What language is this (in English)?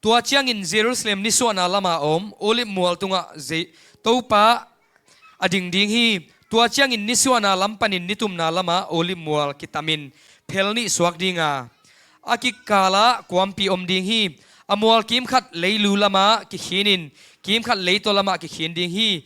Tedim Chin